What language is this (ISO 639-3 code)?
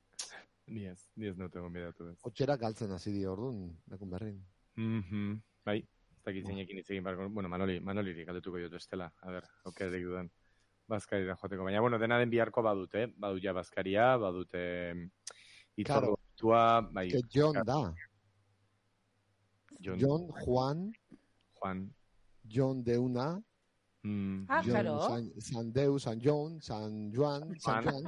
eus